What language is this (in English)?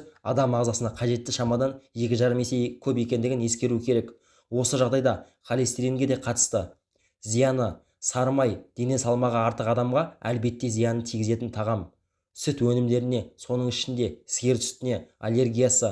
Kazakh